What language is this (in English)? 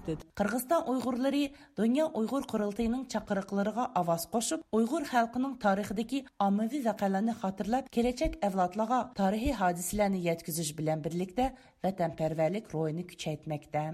Uyghur